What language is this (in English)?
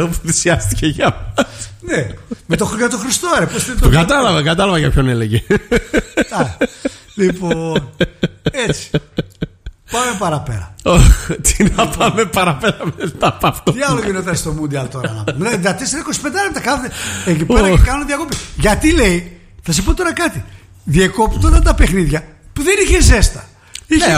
Greek